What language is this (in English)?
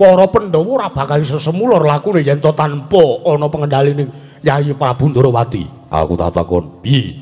Javanese